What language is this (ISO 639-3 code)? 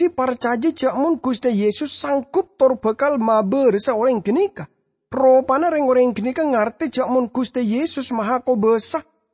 mad